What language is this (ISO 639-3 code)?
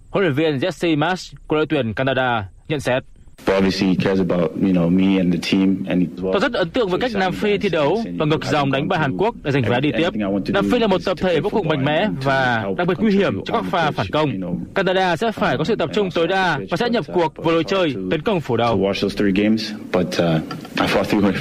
vie